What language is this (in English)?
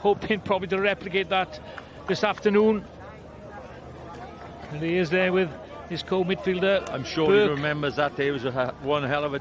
Welsh